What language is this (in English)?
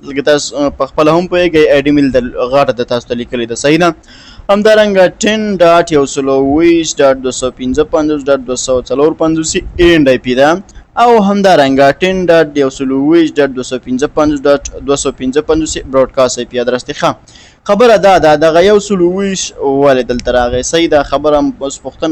Pashto